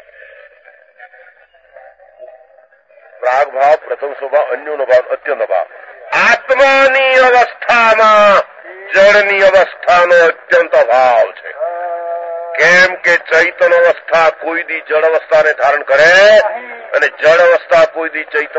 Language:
Gujarati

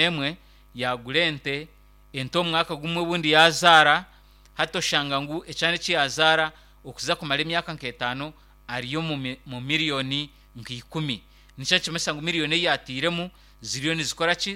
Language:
Nyankole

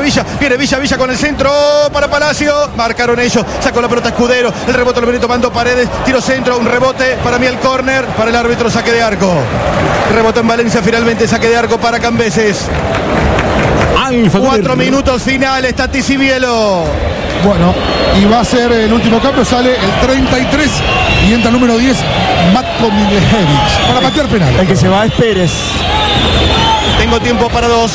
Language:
Spanish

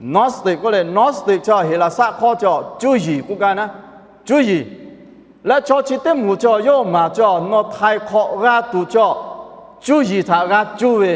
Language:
Lahu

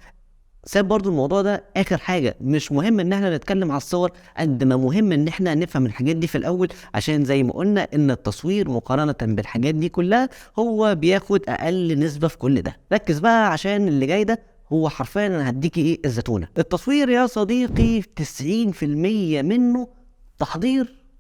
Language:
Egyptian Arabic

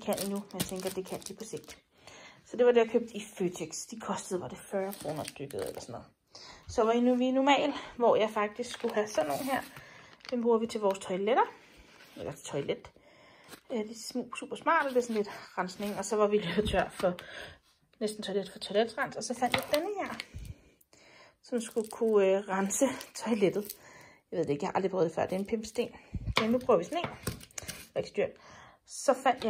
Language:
Danish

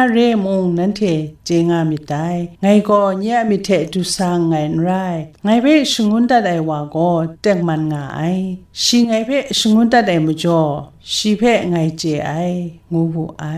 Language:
Kachin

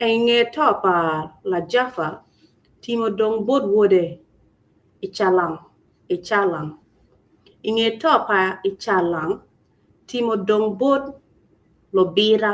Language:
Acoli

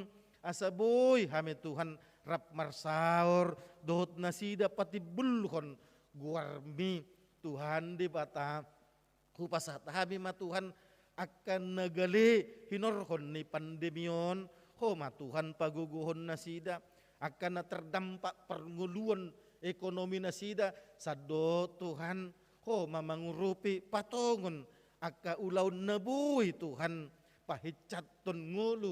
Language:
Batak Toba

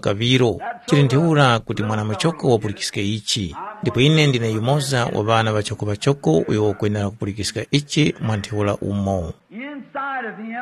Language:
Tumbuka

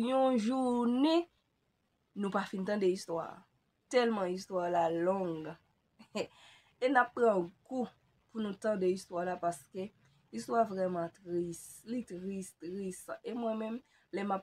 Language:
Haitian Creole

